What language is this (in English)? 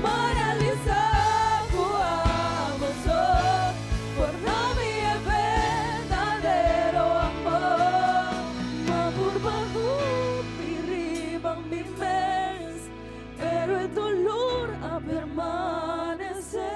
Papiamento